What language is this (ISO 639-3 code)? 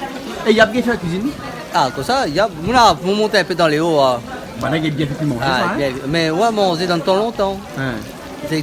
rcf